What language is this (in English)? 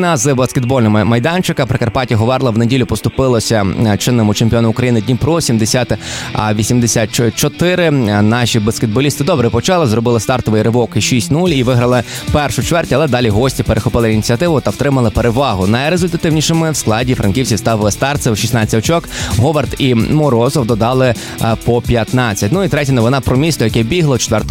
Ukrainian